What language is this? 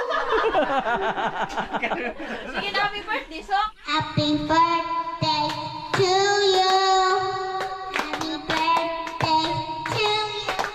Filipino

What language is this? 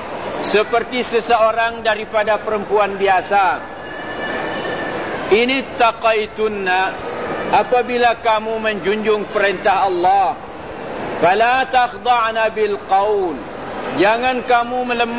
Malay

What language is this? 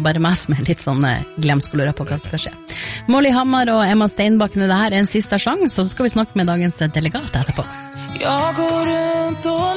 Norwegian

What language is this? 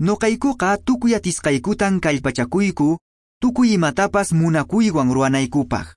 Quechua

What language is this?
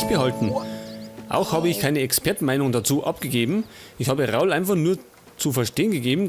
Bavarian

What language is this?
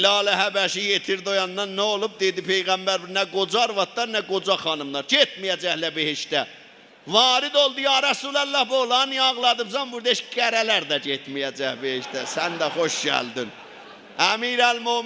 South Azerbaijani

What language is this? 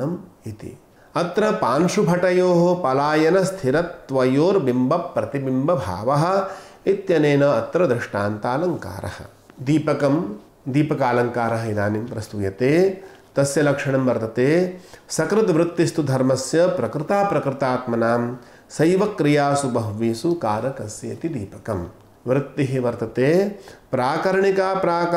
Sanskrit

